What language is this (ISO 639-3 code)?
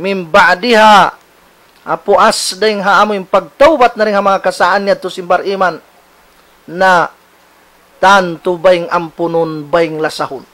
tsg